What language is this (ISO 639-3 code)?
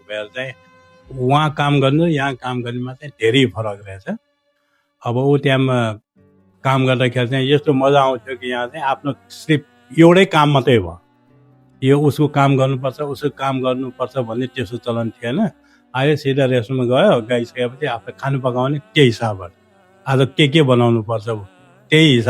nep